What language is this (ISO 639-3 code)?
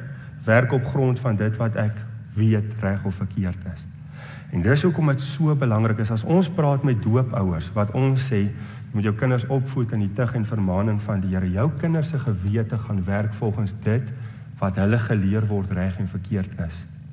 afr